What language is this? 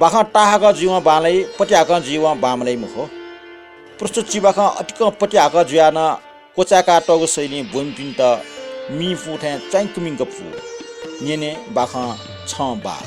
Newari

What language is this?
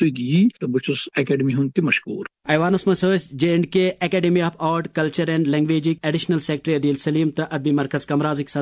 Kashmiri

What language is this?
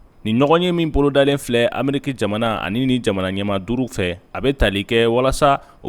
Bambara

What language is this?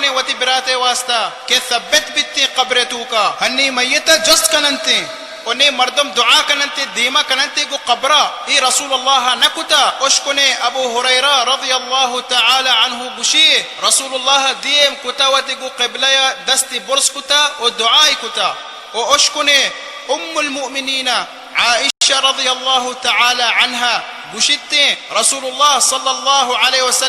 Baluchi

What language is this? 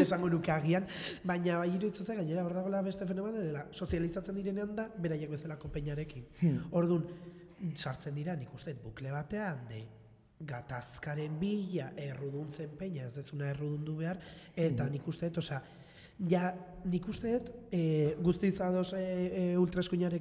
Basque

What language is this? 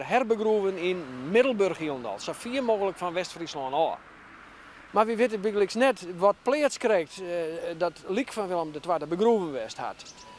Western Frisian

